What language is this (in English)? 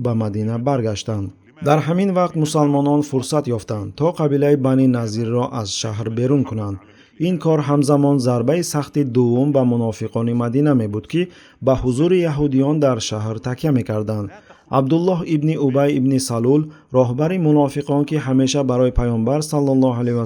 Tajik